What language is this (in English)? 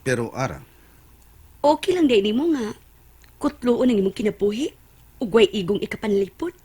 Cebuano